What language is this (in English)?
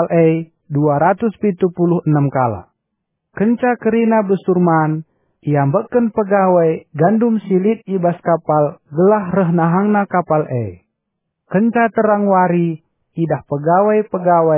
Batak Karo